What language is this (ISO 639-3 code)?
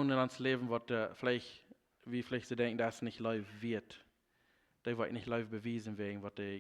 pdt